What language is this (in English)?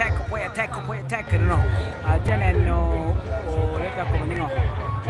Lango (Uganda)